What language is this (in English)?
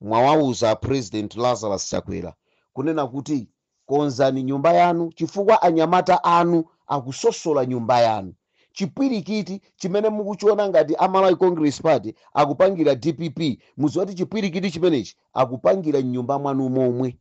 Nyanja